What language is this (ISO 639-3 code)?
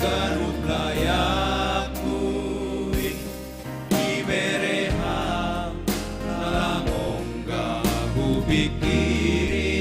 bts